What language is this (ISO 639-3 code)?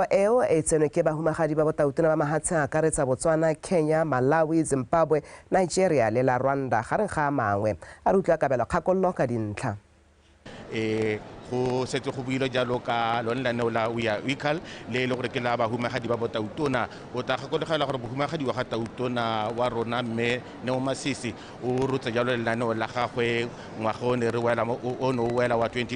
tsn